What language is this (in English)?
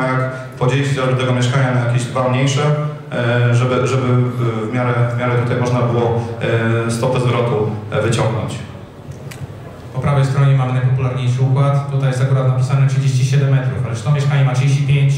Polish